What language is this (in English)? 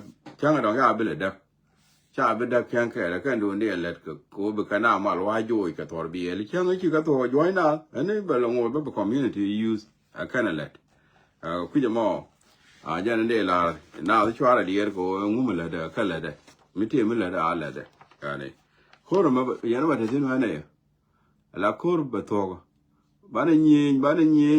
Nuer